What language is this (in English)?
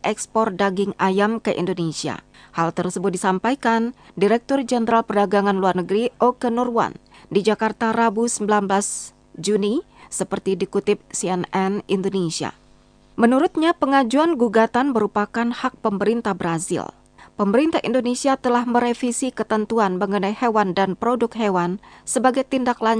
Indonesian